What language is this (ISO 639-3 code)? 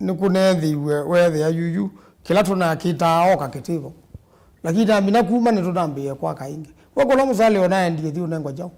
kam